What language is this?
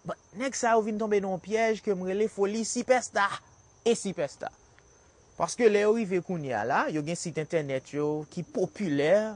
Haitian Creole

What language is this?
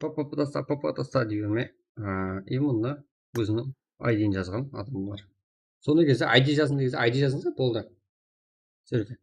Kara-Kalpak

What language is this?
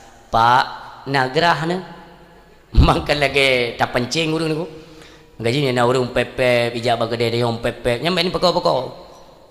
Achinese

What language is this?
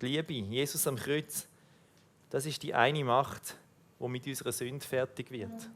Swiss German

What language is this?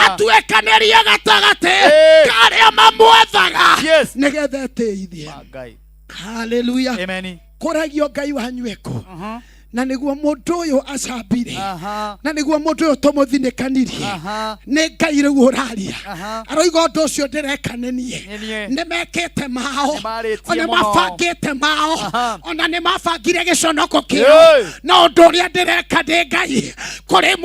Kikuyu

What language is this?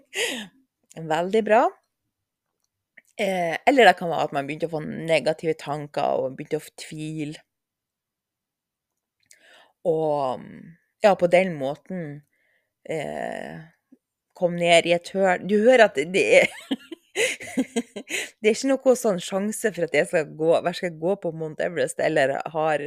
Norwegian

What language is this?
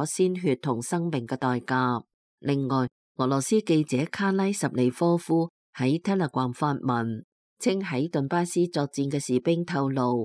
Cantonese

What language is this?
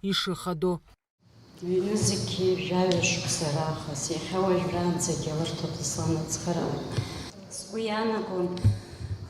Abkhazian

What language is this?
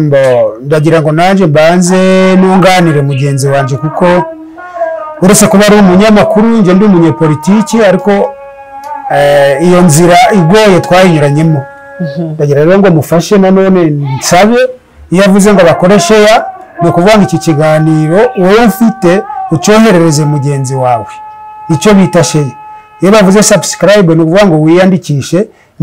Kinyarwanda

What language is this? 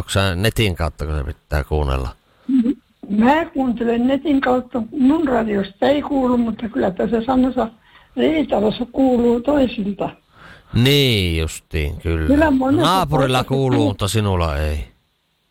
Finnish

